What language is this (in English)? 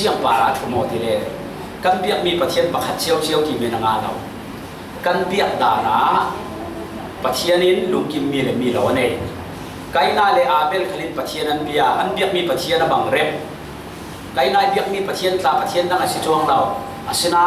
Falam Chin